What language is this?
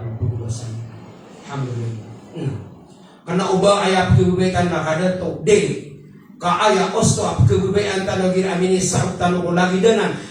Maranao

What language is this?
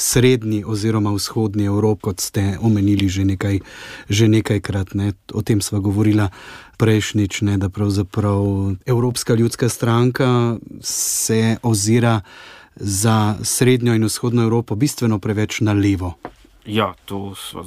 Slovenian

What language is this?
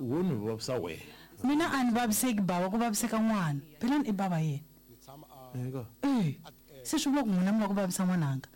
Tsonga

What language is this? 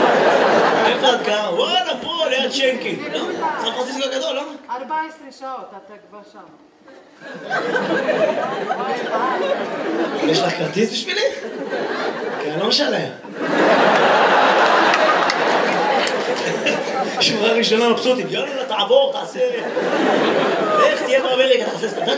Hebrew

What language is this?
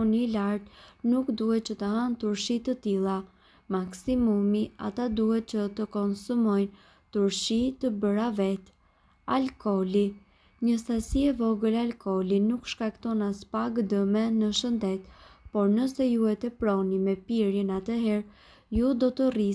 Albanian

